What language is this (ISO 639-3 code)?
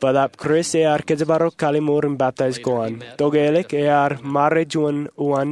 mah